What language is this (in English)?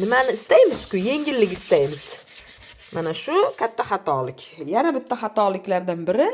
Uzbek